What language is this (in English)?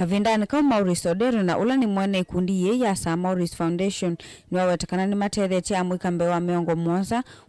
Kamba